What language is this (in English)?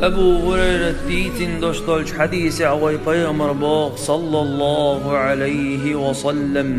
Chechen